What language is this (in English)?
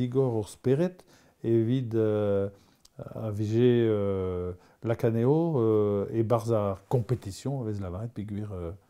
Breton